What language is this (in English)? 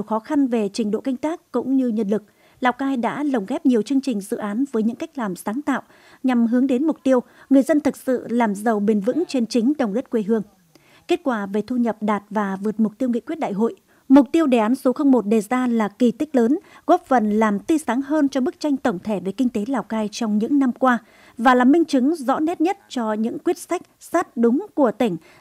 Vietnamese